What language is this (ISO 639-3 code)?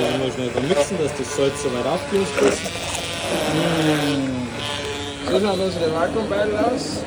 bar